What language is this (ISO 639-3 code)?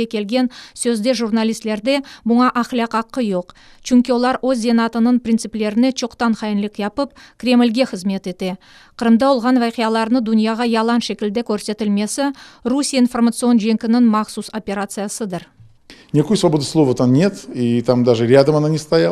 crh